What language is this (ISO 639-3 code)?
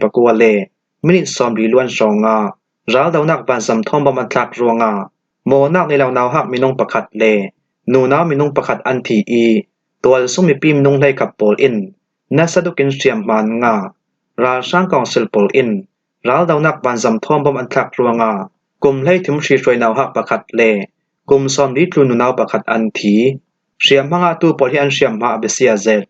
cfm